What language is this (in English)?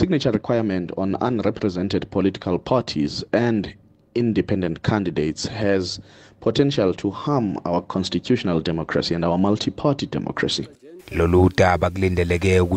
Zulu